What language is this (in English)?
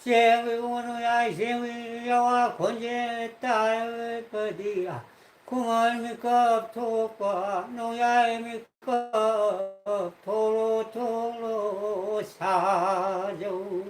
Manipuri